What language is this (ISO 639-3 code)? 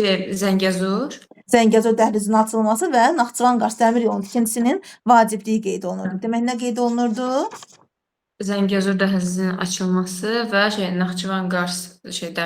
aze